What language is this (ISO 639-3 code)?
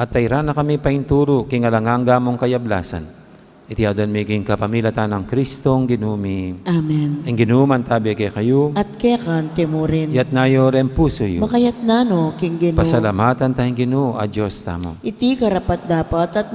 pam